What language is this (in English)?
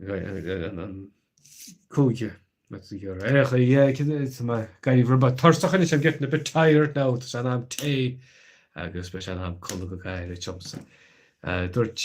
Irish